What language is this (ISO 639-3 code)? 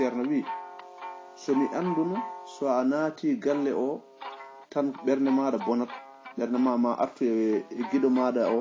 ful